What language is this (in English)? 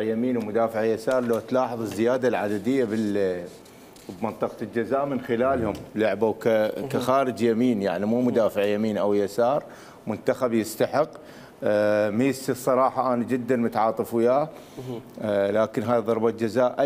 Mesopotamian Arabic